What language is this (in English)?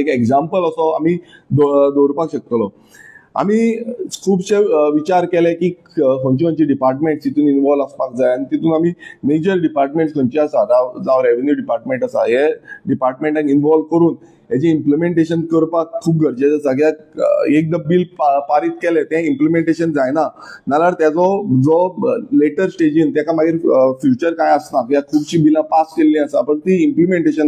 Konkani